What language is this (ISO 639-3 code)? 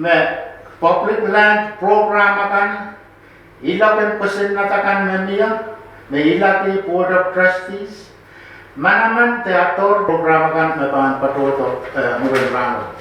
pon